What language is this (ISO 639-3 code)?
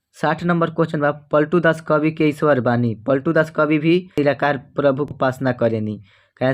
bho